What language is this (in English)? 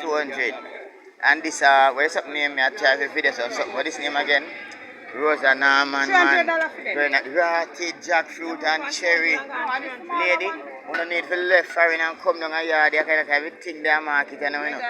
Jamaican Creole English